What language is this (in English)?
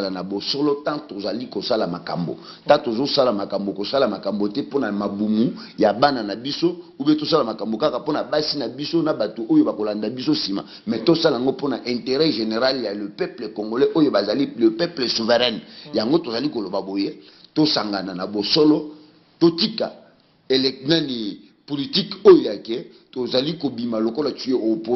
Lingala